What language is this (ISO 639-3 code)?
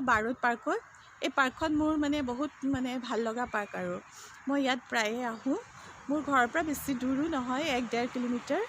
asm